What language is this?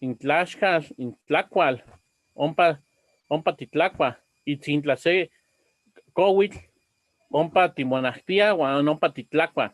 Eastern Huasteca Nahuatl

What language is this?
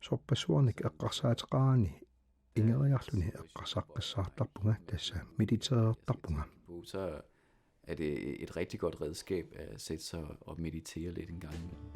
Kalaallisut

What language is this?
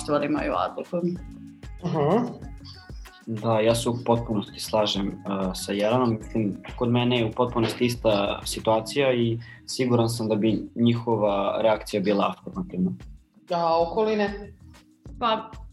Croatian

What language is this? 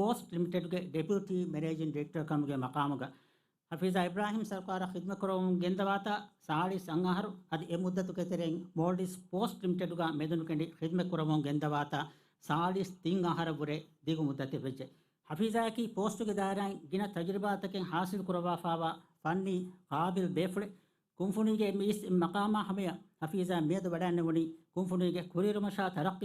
Divehi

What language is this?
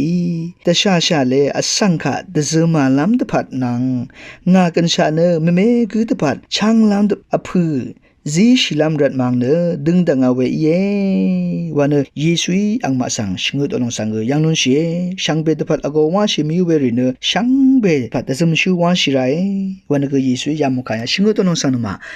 Rawang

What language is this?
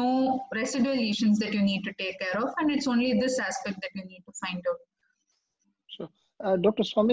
English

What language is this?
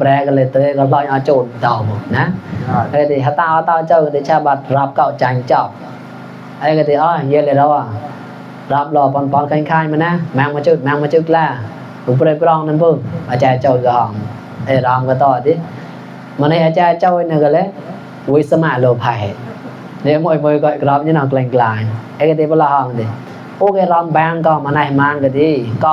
Mon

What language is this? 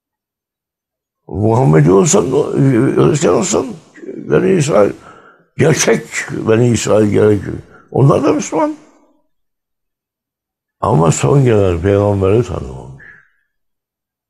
Turkish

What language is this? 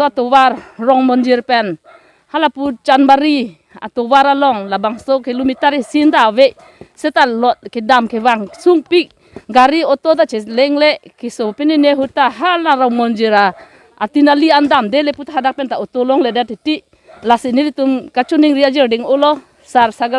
Karbi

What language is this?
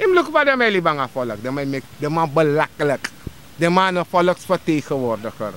Sranan Tongo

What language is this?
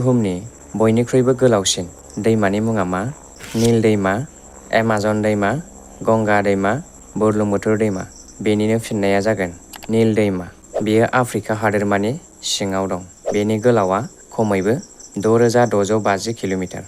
Bodo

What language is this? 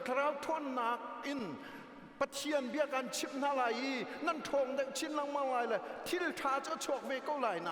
Hakha Chin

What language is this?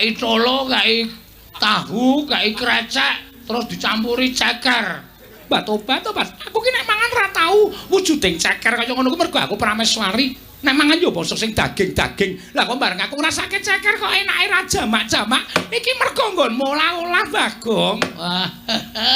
Javanese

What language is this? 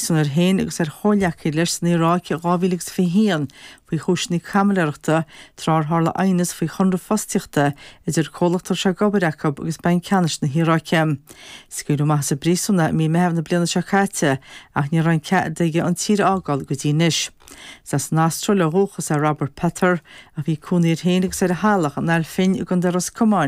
Irish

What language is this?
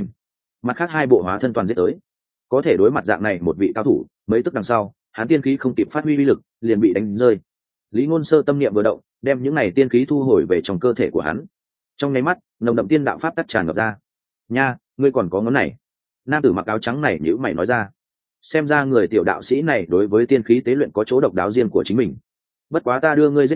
Vietnamese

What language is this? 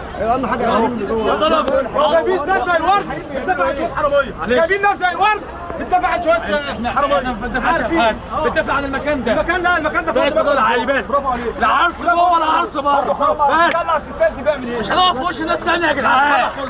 Egyptian Arabic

